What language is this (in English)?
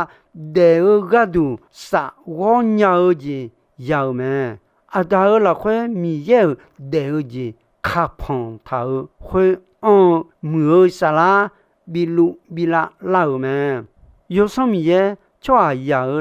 Akha